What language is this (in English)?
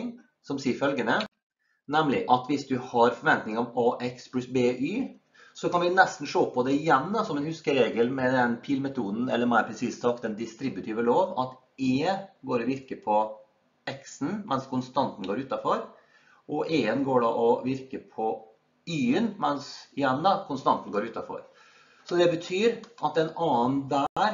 Norwegian